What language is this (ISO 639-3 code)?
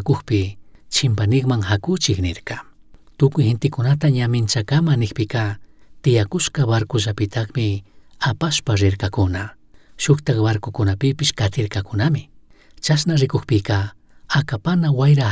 qug